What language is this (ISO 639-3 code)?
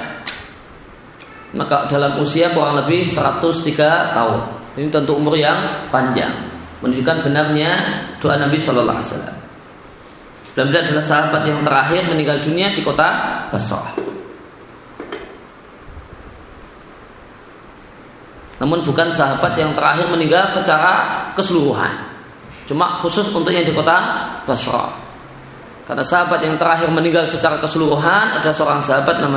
ind